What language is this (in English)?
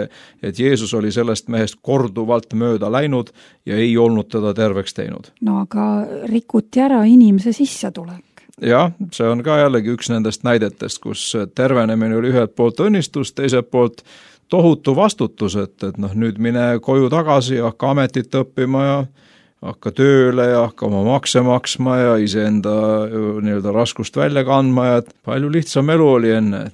Estonian